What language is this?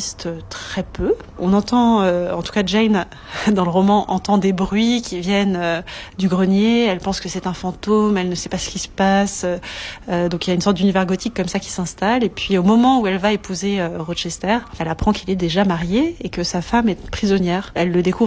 French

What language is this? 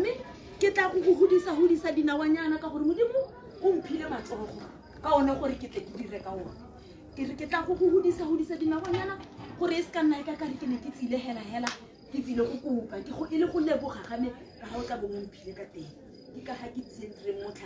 Tswana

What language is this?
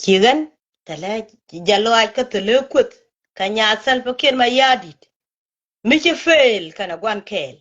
Nuer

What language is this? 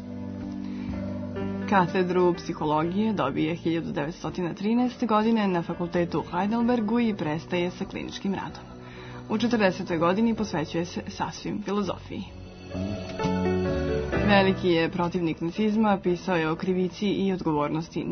Serbian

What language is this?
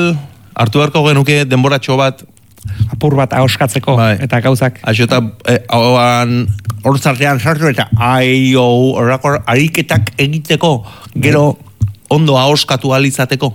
Basque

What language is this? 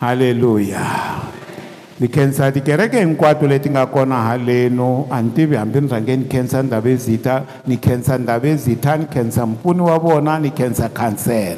Tsonga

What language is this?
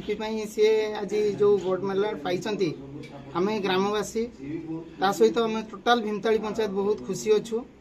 Odia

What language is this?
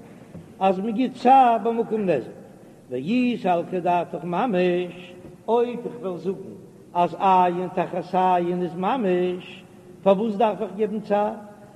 Yiddish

